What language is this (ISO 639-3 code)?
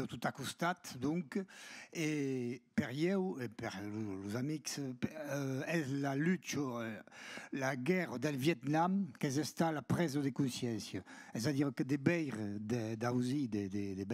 oci